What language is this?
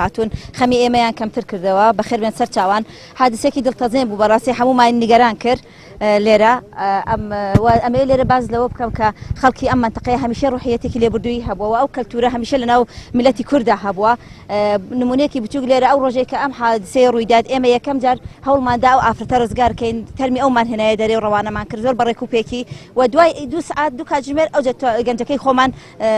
Central Kurdish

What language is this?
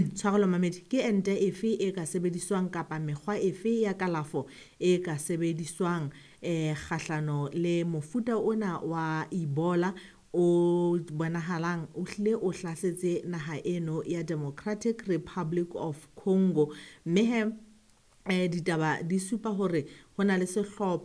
Southern Sotho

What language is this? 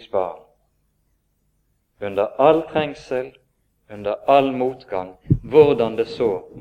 Norwegian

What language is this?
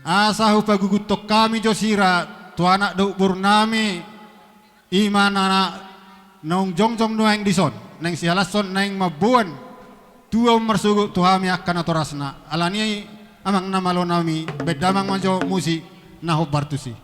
Batak Toba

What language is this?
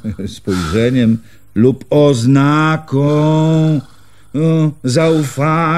Polish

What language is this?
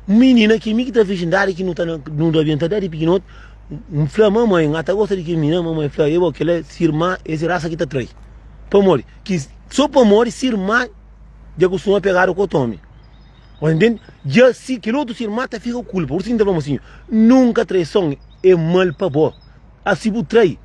Kabuverdianu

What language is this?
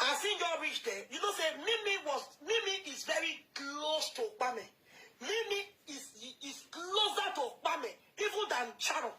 Nigerian Pidgin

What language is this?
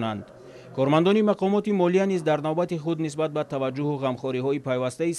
Tajik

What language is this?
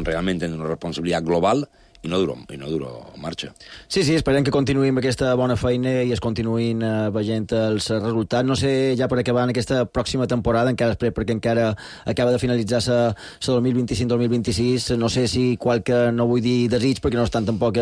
Catalan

